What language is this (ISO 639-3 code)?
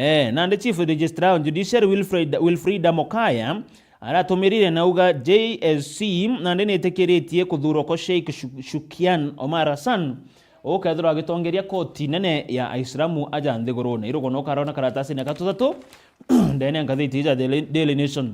mer